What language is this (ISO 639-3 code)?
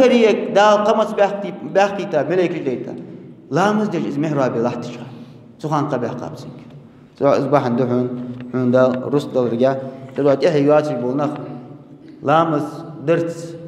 inh